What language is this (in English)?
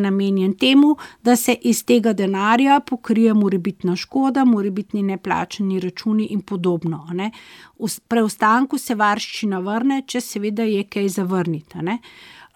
Slovenian